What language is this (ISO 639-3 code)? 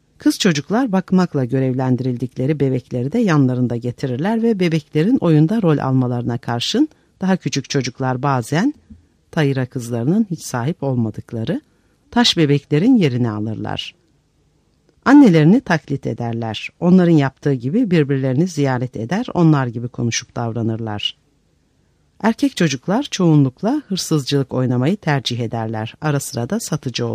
tur